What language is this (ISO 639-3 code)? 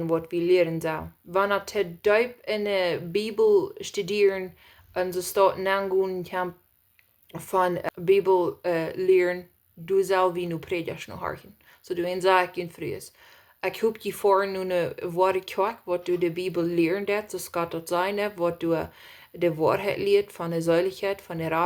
pdt